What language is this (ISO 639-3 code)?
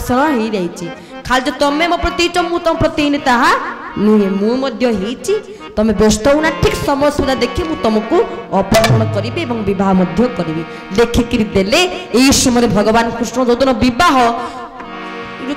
ori